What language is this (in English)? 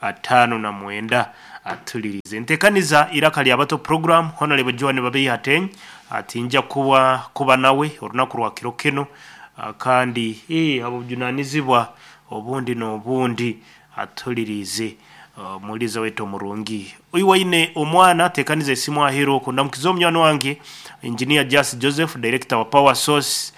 Nyankole